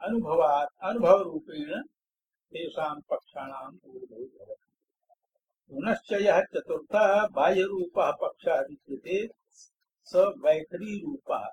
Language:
Sanskrit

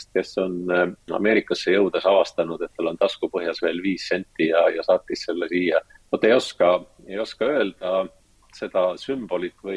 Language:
Estonian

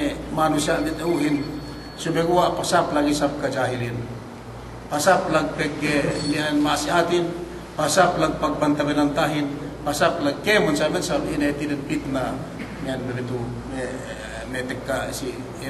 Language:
Yakan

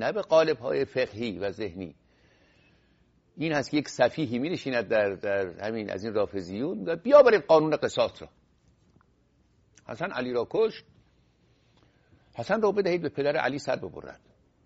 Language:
Persian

